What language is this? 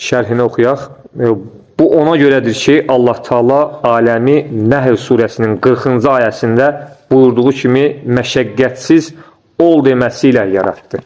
Azerbaijani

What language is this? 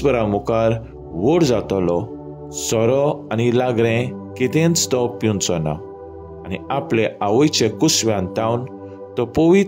Konkani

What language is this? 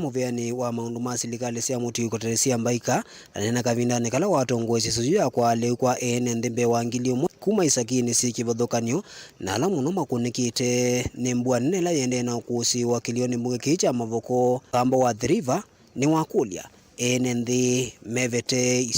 Kamba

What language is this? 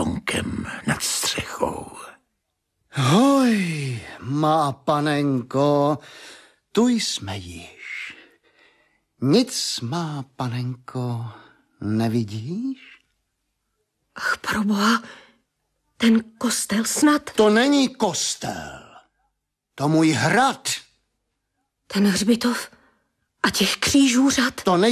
Czech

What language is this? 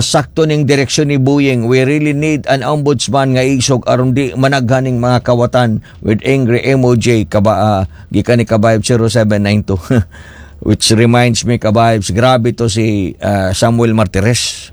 Cebuano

